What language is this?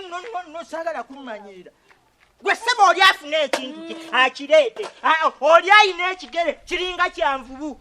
Ganda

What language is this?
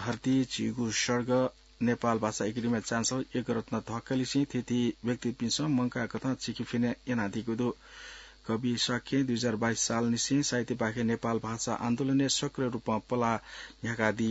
Newari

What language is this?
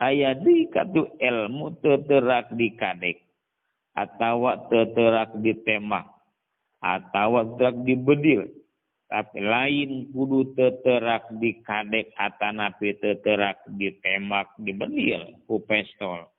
Sundanese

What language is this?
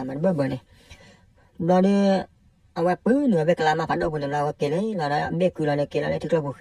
S'gaw Karen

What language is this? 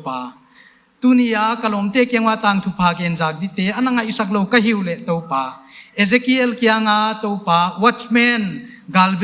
Paite Chin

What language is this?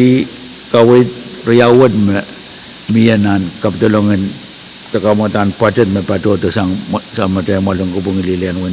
Pohnpeian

